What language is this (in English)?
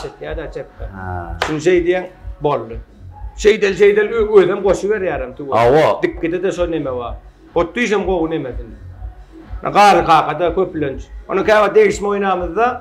Turkmen